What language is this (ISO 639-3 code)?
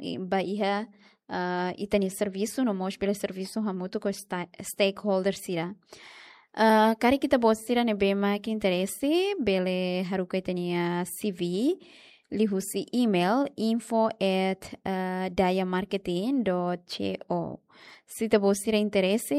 tet